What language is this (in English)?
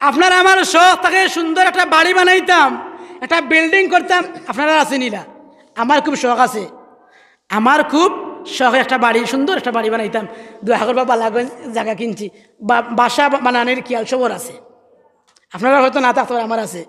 Sylheti